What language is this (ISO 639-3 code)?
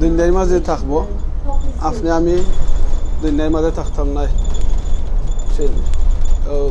syl